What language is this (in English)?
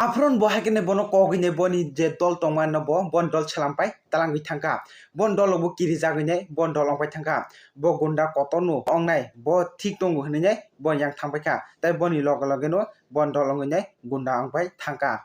Kok Borok